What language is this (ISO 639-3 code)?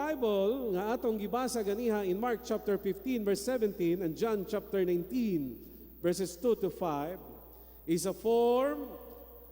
ceb